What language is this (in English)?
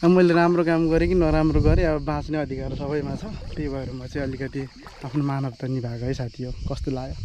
Nepali